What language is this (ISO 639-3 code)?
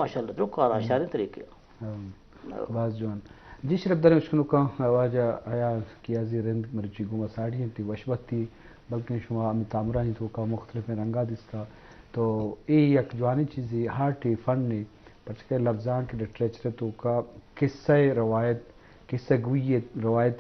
bal